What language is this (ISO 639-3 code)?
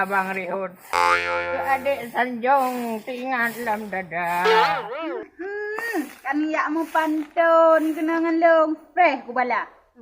ace